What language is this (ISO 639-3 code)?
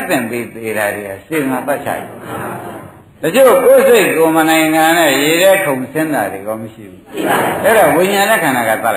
mya